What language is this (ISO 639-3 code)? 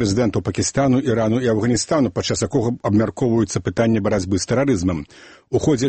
bel